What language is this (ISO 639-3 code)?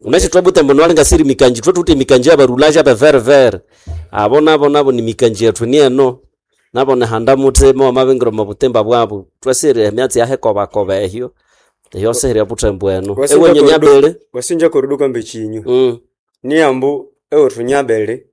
nnb